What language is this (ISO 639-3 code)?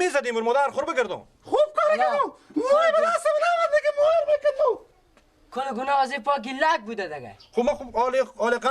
fas